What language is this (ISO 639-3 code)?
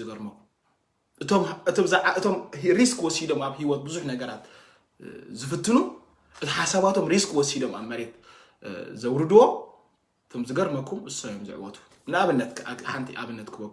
tir